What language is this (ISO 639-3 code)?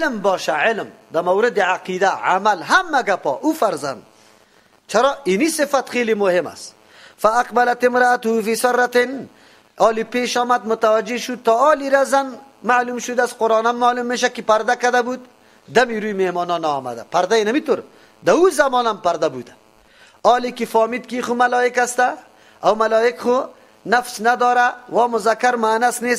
fas